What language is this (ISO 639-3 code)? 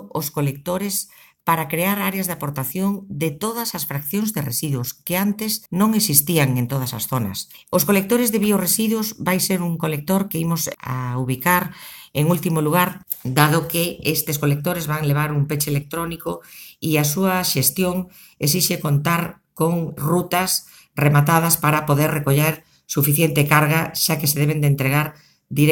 glg